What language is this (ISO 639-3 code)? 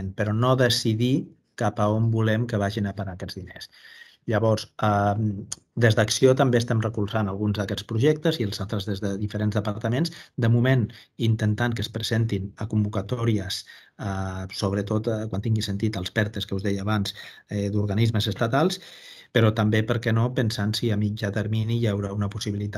cat